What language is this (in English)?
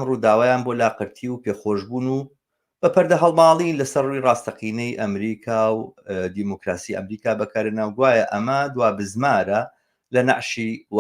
Central Kurdish